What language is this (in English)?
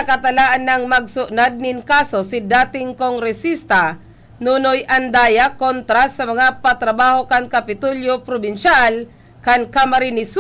Bikol